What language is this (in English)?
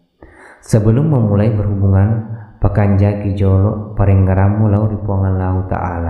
Buginese